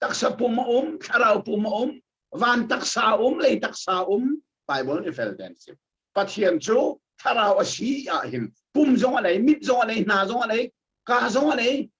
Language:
Hakha Chin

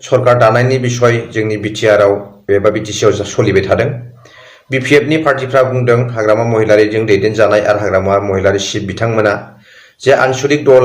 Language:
Bodo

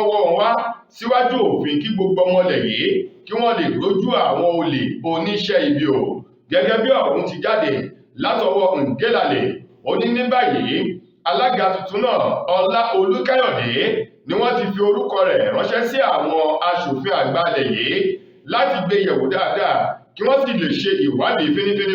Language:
Yoruba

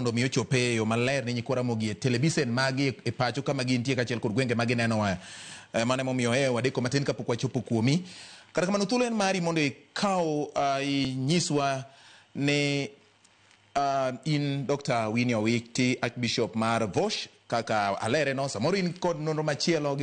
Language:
Luo (Kenya and Tanzania)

